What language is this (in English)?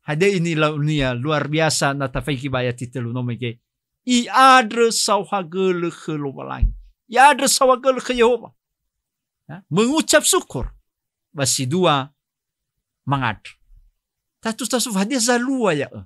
Nias